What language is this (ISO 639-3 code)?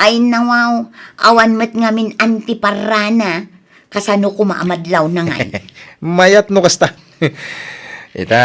ilo